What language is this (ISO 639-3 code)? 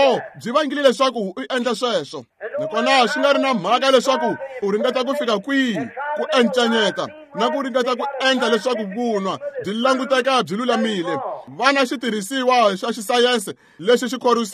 tso